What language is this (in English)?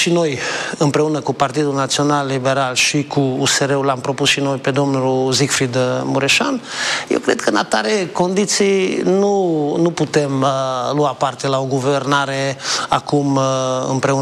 Romanian